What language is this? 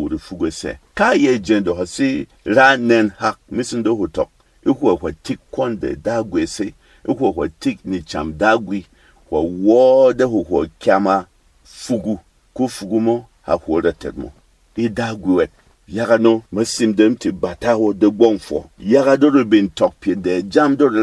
Berom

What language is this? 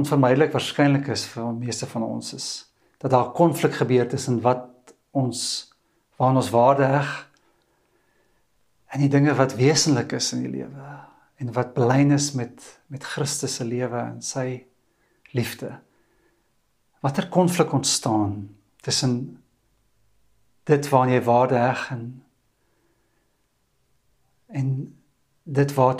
Afrikaans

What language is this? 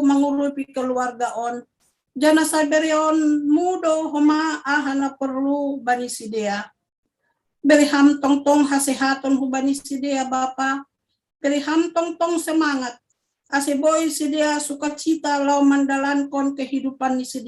Batak Simalungun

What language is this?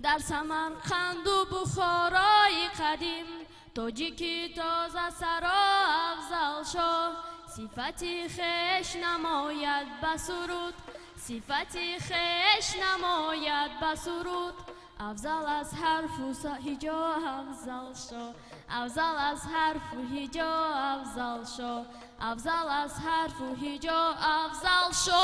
Tajik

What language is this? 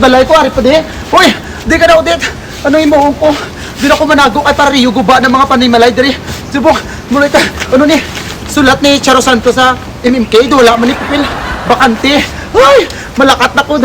Hiligaynon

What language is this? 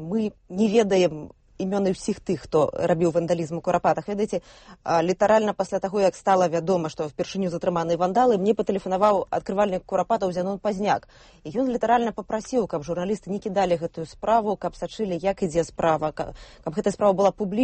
Belarusian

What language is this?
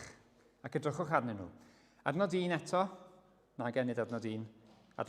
Welsh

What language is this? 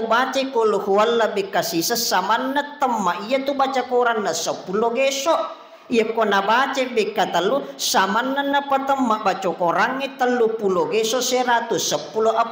Buginese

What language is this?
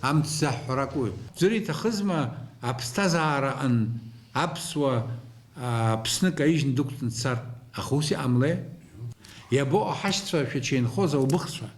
Abkhazian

